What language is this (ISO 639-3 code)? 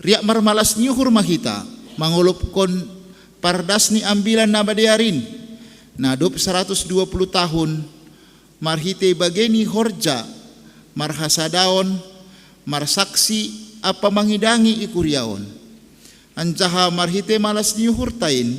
bts